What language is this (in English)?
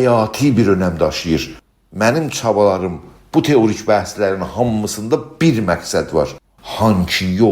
South Azerbaijani